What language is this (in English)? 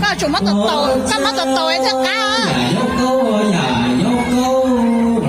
Hmong